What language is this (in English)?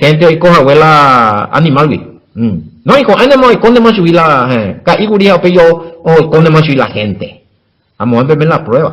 Guarani